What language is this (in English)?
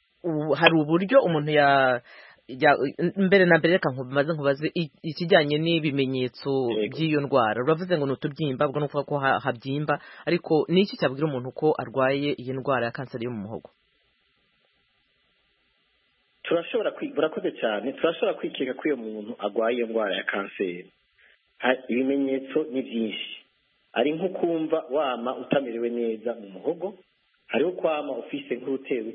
Kinyarwanda